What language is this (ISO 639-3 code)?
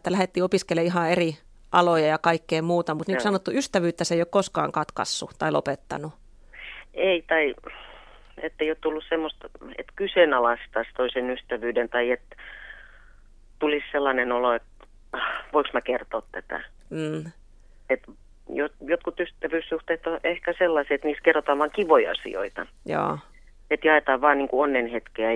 fin